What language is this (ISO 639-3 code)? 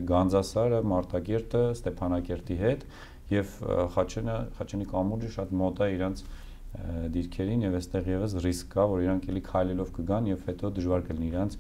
hye